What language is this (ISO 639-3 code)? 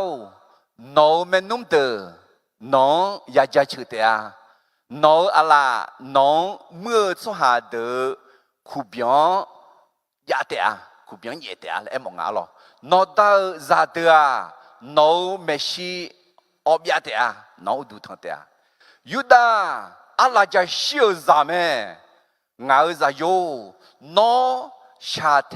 ahk